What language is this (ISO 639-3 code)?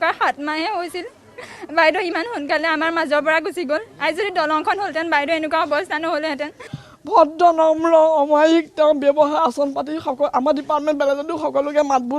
asm